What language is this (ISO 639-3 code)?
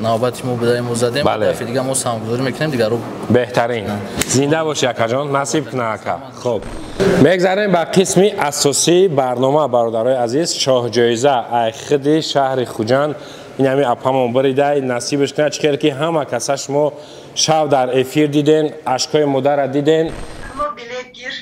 tgk